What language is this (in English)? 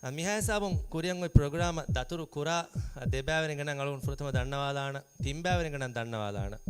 Divehi